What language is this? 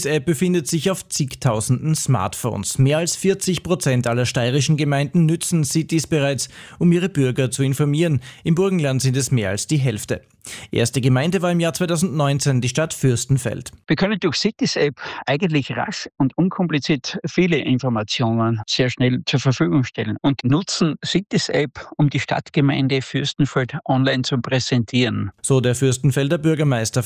German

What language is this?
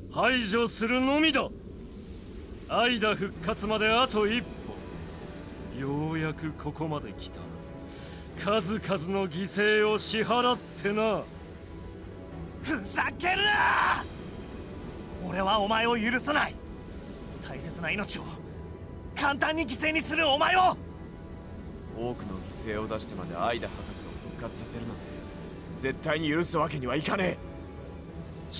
Japanese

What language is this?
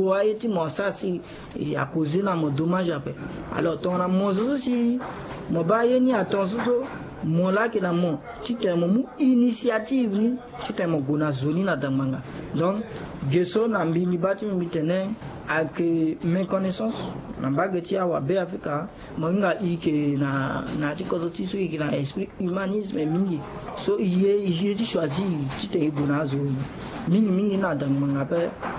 Sango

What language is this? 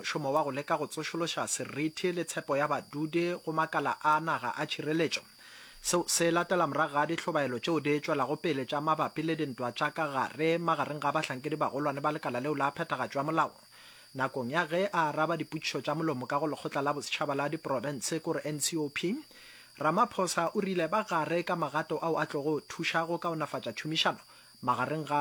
Northern Sotho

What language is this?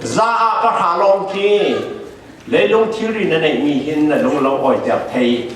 Falam Chin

